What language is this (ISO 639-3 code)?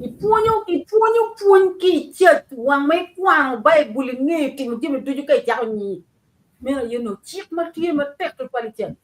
ach